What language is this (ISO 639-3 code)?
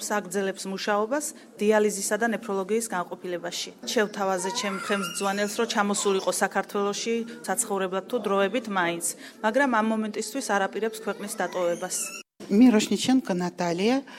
kat